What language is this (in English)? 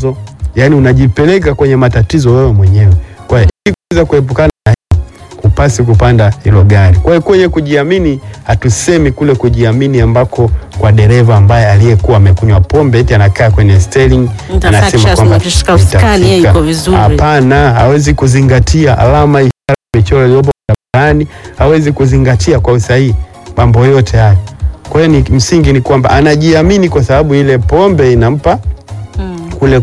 Swahili